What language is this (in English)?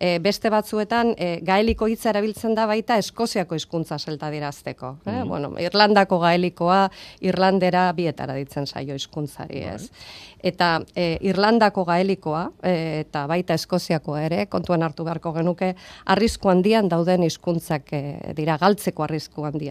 Basque